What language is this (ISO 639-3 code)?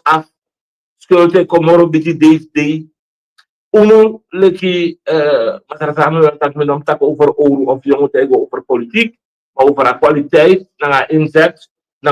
srn